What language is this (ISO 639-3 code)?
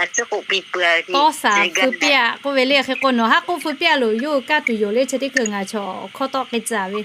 lhu